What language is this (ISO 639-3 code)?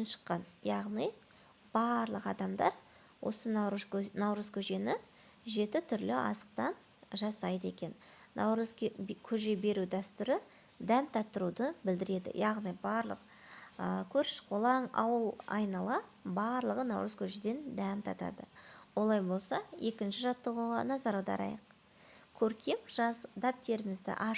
kaz